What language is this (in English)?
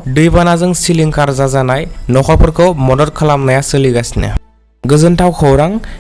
Bodo